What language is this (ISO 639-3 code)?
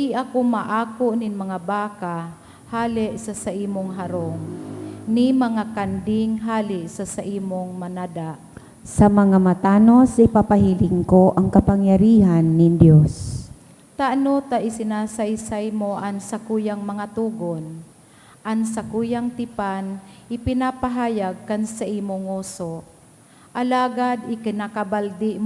bik